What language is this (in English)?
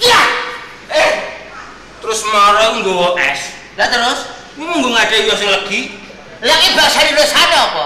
Javanese